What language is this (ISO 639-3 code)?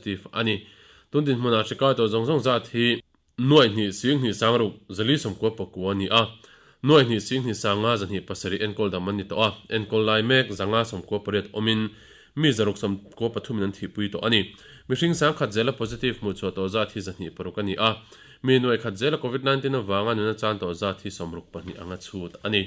lus